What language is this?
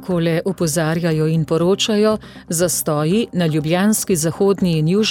Slovenian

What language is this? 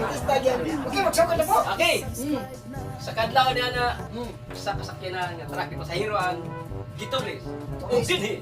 Cebuano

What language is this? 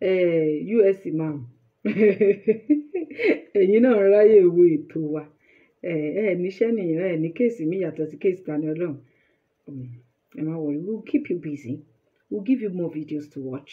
Yoruba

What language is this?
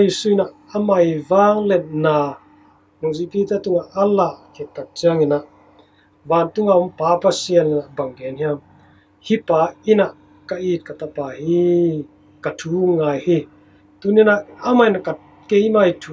Tedim Chin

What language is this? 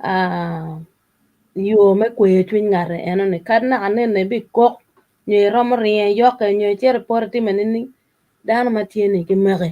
Acoli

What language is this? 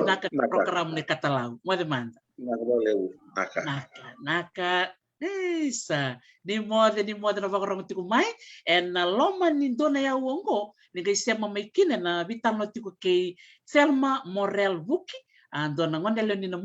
Fijian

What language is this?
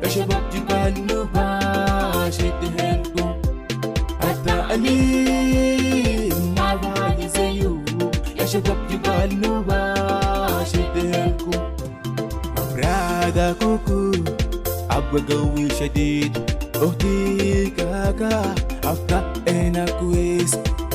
Moro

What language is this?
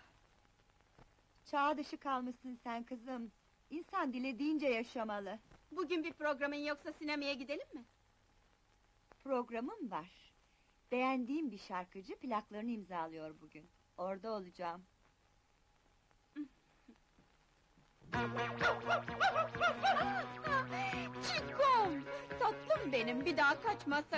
Turkish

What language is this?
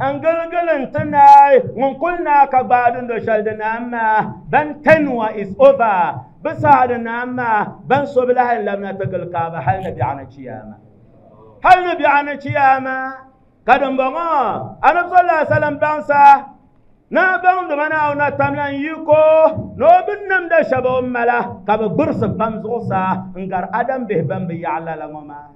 Dagbani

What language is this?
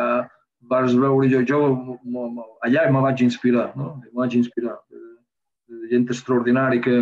Catalan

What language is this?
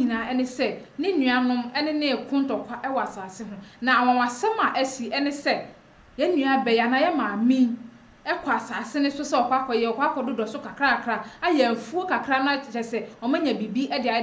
Akan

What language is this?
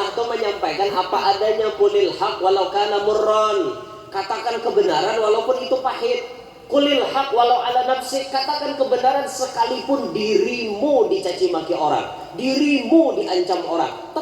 Banjar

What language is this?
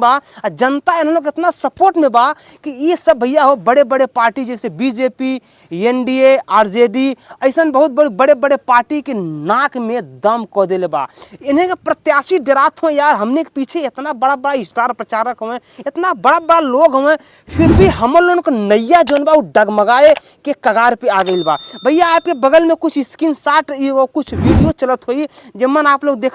Bhojpuri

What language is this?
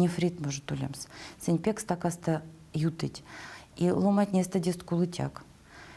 Erzya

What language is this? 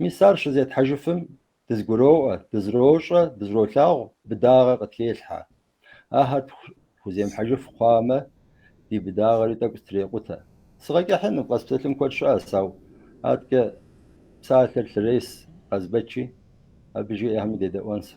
Kabardian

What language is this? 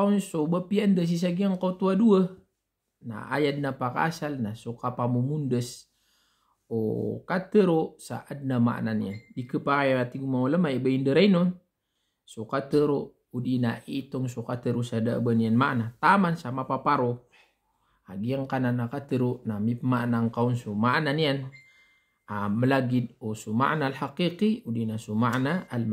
Maranao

